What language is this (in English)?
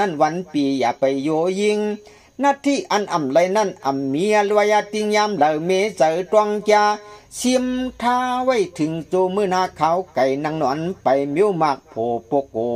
Shan